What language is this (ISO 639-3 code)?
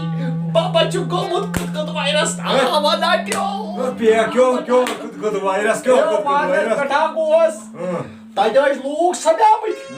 kas